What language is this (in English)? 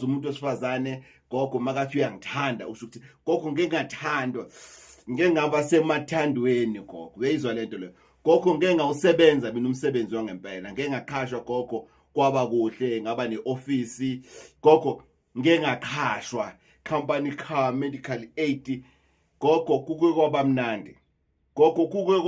Zulu